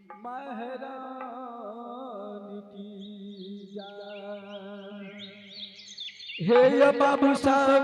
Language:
Angika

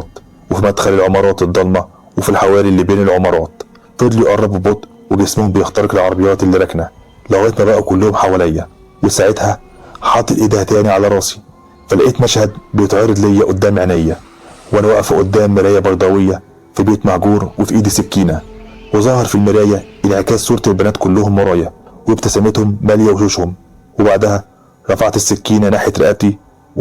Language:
Egyptian Arabic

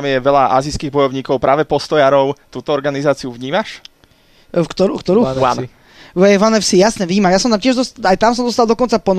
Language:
Slovak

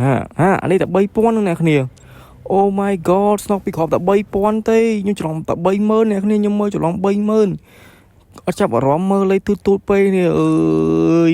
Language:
Khmer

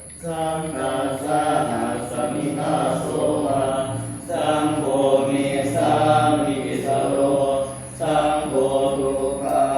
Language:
Pali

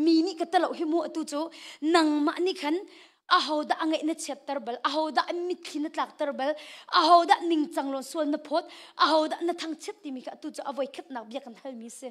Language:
Hakha Chin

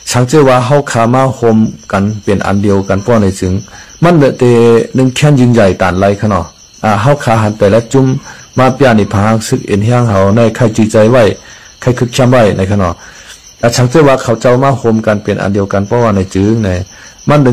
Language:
Shan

